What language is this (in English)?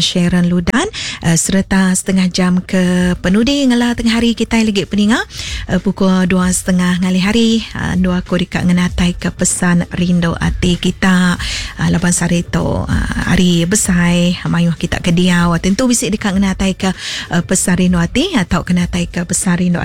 Iban